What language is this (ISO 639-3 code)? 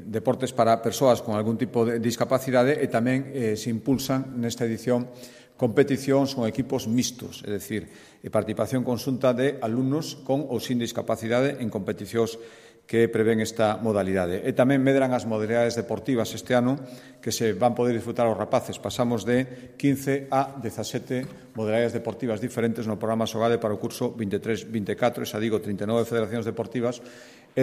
glg